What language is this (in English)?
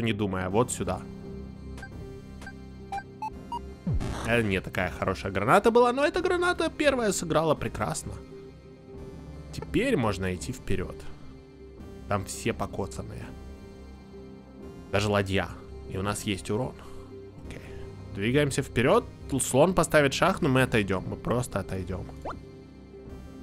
Russian